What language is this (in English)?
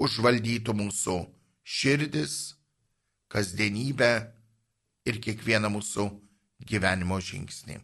Lithuanian